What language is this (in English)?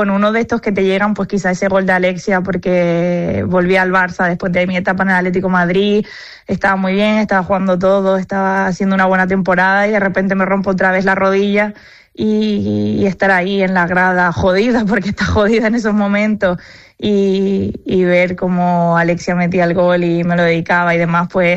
Spanish